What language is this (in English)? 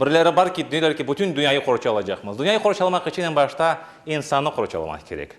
Crimean Tatar